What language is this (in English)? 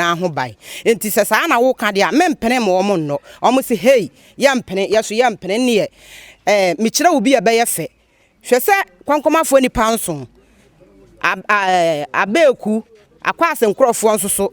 Akan